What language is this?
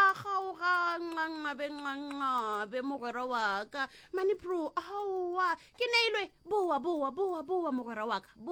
Northern Sotho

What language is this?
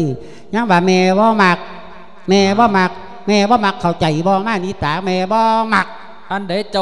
Lao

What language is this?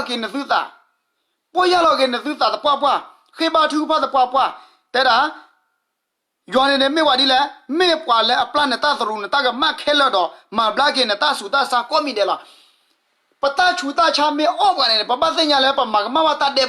S'gaw Karen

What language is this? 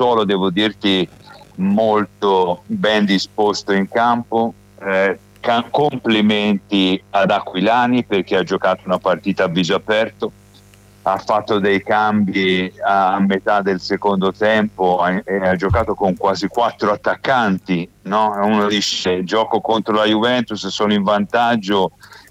Italian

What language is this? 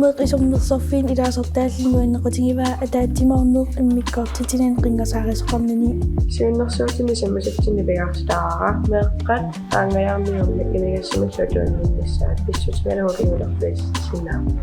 Kalaallisut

